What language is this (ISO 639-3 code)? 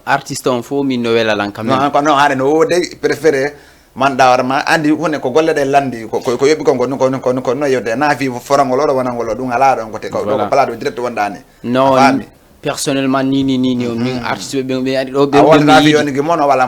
ful